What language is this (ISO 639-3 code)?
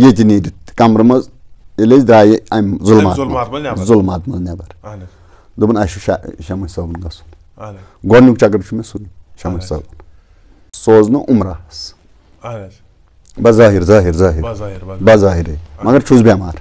kas